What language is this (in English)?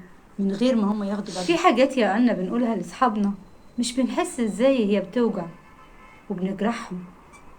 Egyptian Arabic